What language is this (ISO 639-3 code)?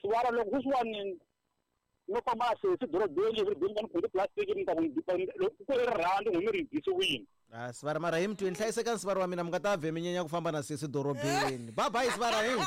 tso